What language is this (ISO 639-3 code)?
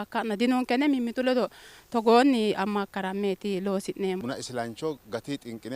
sid